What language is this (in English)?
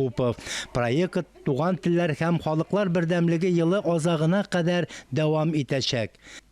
Tatar